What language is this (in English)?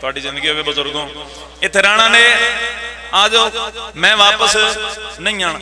Pahari-Potwari